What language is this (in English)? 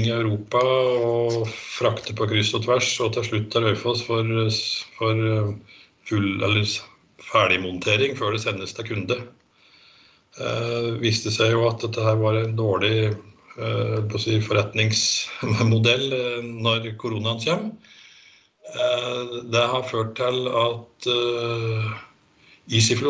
Norwegian